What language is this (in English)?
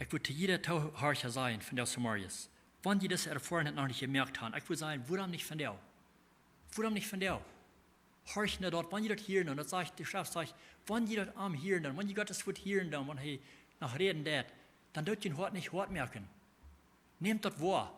Plautdietsch